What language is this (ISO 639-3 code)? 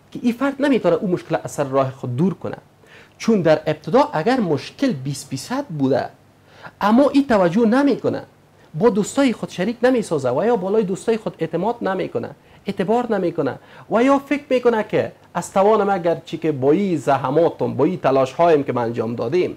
fas